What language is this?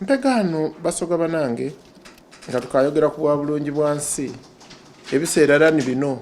Soga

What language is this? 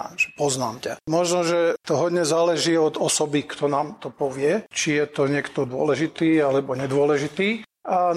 Slovak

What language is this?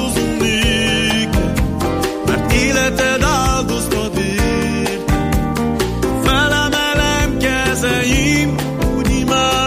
Hungarian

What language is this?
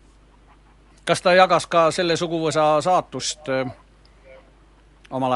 Estonian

